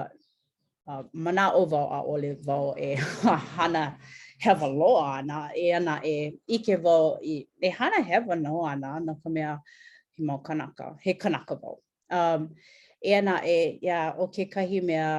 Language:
Hawaiian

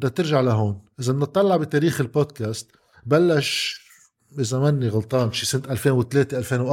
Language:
North Levantine Arabic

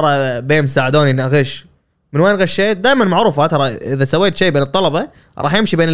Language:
Gulf Arabic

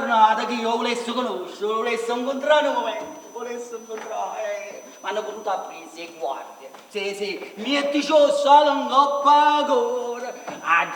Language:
Neapolitan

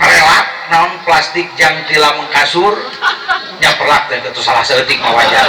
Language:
Sundanese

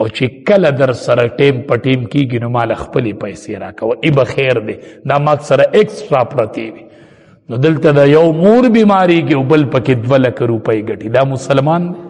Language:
Pashto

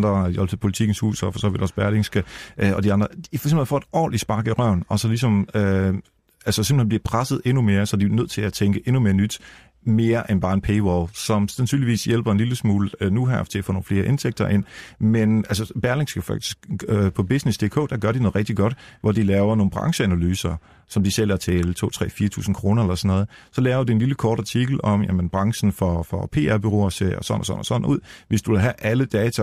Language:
Danish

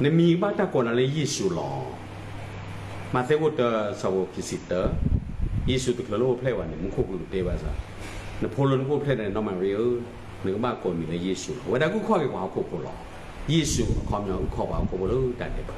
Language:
S'gaw Karen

